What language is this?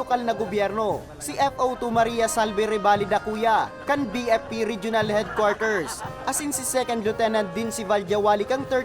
Bikol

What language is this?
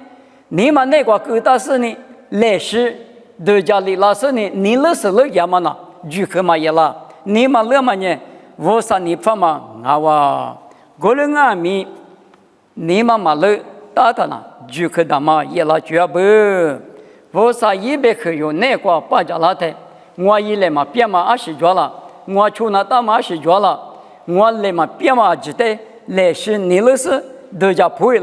Lisu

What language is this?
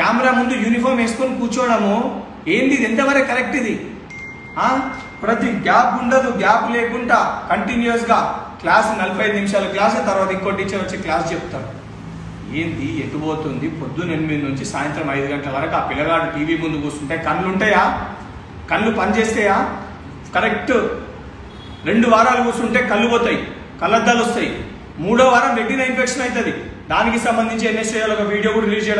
Telugu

